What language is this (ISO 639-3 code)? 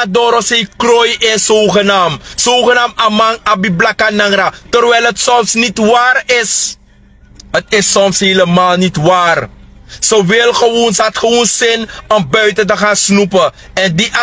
srn